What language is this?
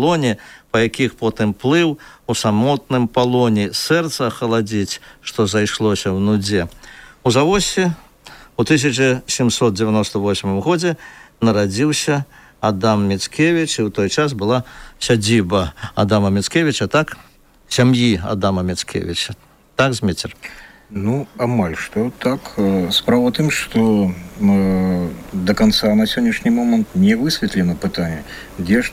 Belarusian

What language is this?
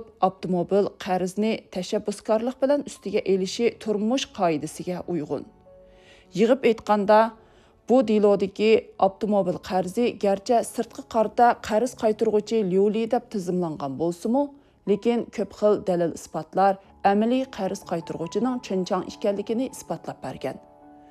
Uyghur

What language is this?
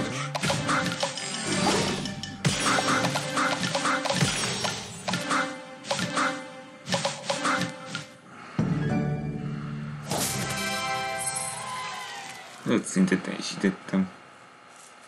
Hungarian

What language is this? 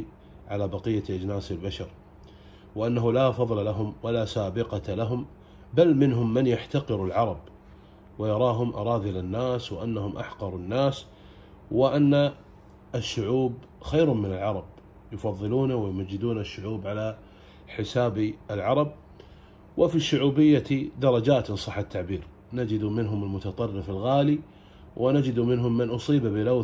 Arabic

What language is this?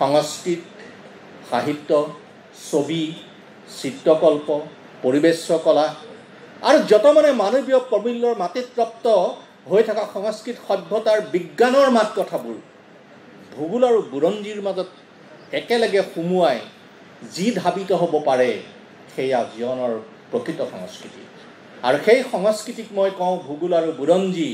Assamese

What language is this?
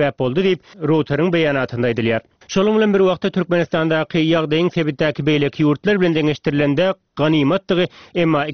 Turkmen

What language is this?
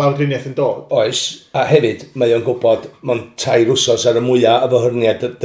Welsh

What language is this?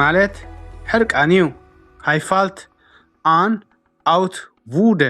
Tigrinya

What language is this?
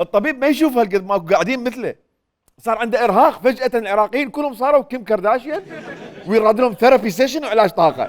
Mesopotamian Arabic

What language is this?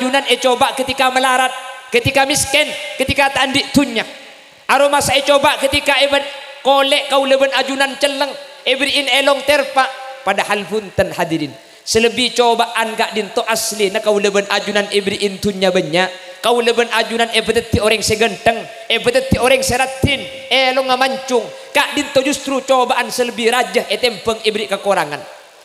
Madurese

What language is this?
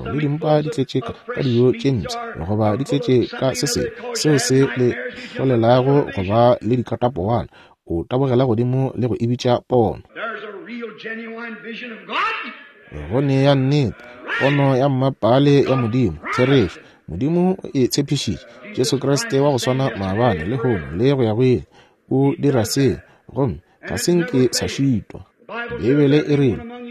Northern Sotho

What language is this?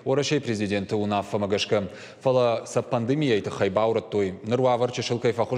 Ossetic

